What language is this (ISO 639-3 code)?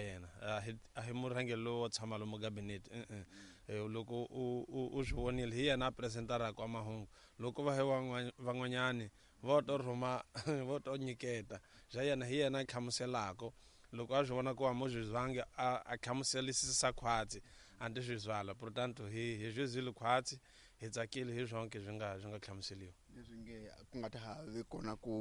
tso